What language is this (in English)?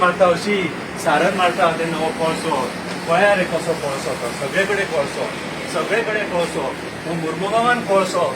Konkani